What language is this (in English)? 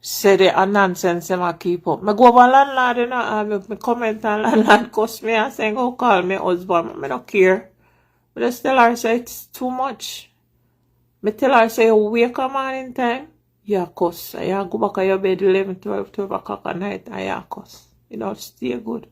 Jamaican Creole English